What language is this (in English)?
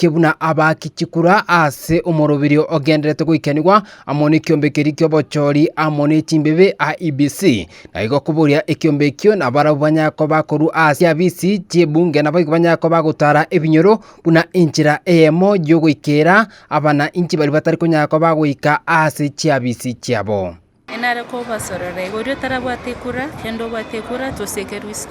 Gusii